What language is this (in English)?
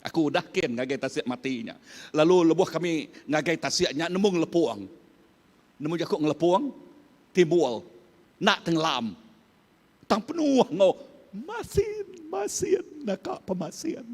Iban